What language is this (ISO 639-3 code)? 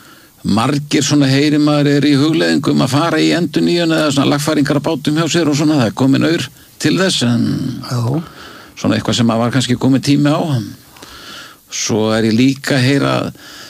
isl